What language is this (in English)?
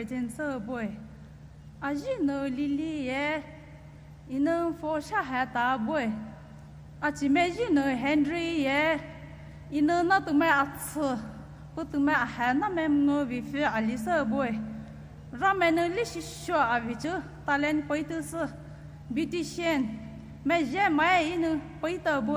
Poumei Naga